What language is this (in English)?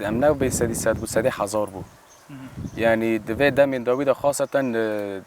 Kurdish